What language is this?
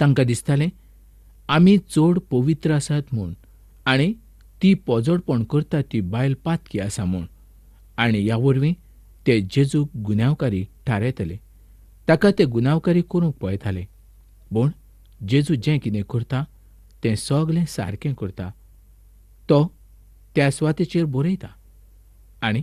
Konkani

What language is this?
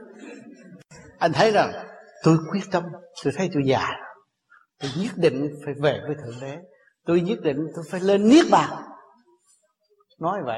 Vietnamese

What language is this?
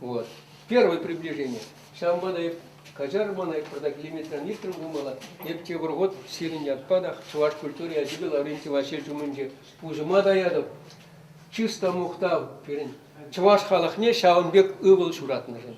Chuvash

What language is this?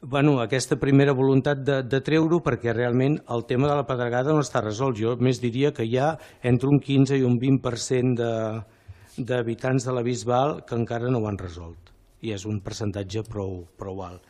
Catalan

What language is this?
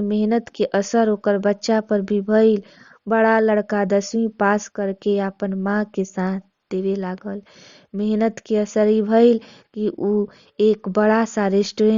Bhojpuri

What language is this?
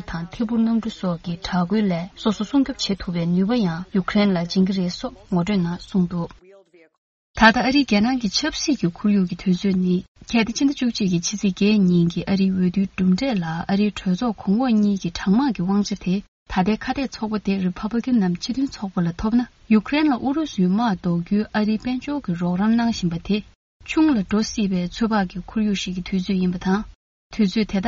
Tibetan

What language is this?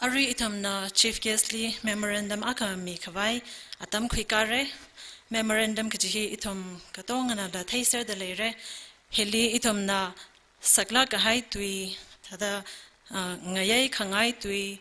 Tangkhul Naga (India)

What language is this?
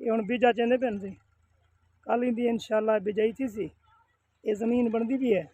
Saraiki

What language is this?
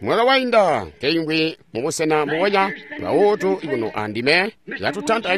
Tonga (Zambia)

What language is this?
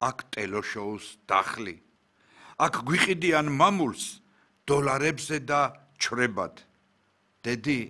Georgian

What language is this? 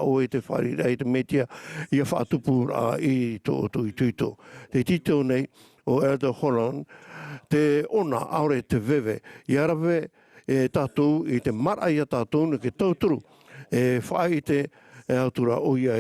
Tahitian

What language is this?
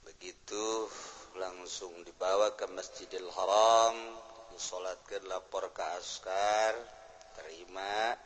Sundanese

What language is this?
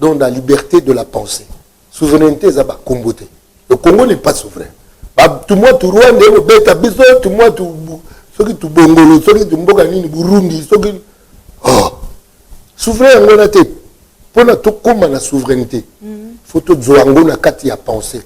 Lingala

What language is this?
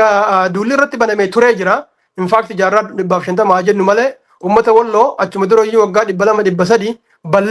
Oromo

